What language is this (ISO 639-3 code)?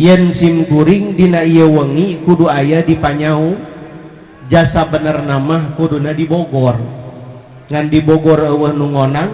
sun